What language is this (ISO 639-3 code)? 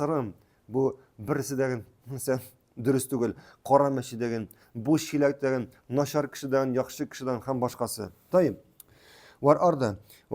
tat